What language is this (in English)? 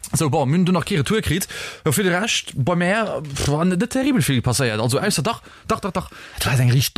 Luxembourgish